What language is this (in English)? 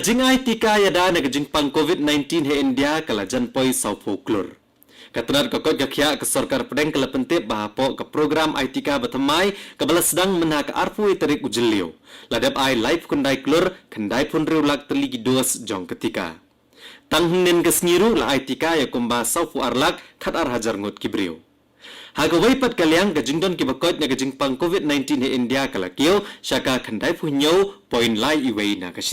Khasi